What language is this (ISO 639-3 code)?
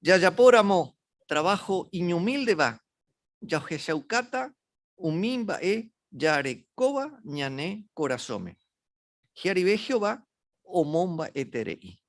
grn